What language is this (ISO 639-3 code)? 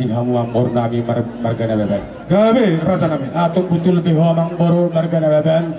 bbc